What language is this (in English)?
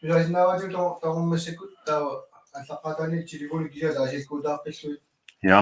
Kalaallisut